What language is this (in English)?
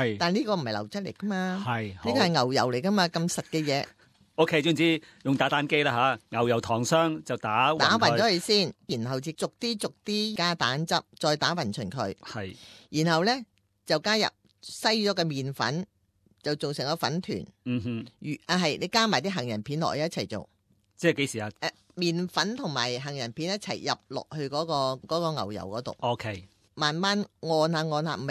Cantonese